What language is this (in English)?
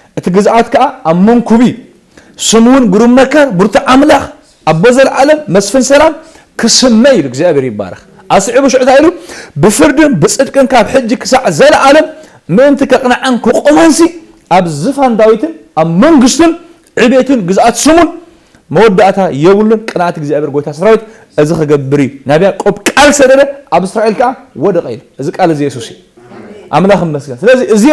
Tigrinya